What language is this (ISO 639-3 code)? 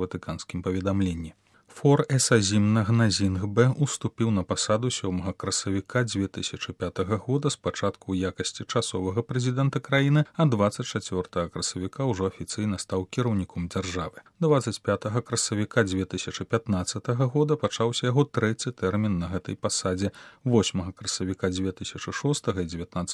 bel